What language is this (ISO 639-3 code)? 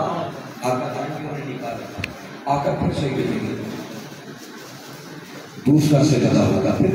urd